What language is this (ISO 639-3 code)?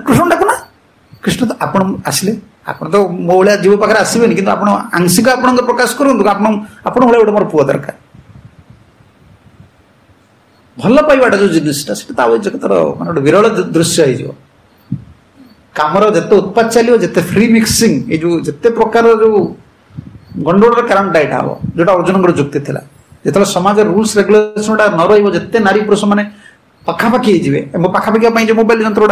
ori